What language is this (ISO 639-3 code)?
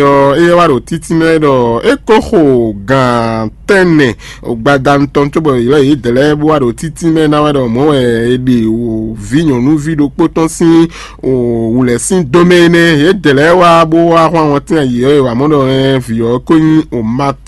fon